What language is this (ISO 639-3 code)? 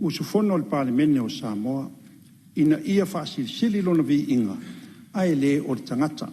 smo